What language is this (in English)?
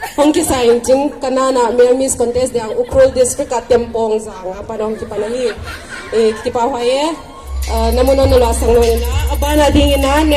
Paite Chin